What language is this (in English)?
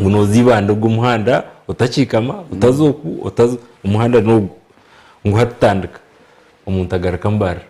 Nyankole